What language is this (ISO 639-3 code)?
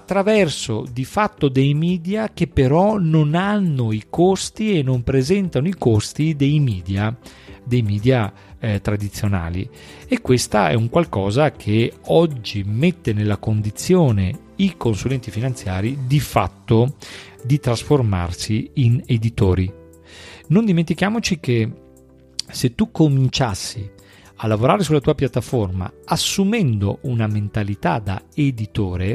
ita